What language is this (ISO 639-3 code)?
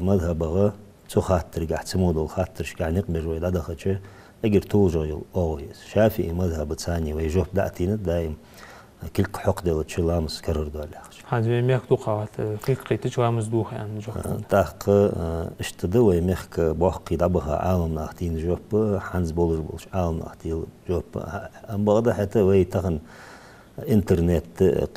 inh